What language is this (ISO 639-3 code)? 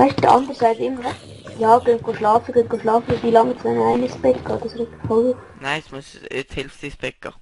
gsw